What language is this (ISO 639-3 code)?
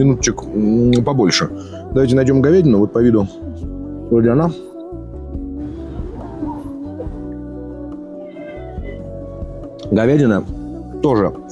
rus